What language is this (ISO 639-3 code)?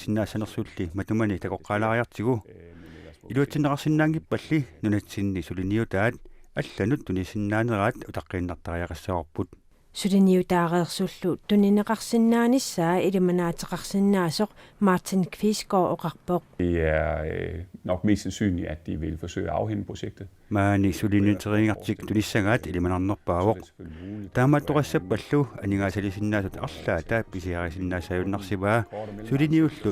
kal